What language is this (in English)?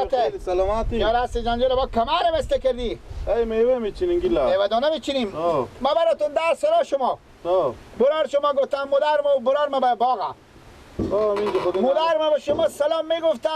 Persian